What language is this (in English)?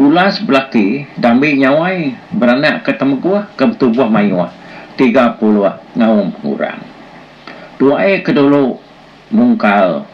Iban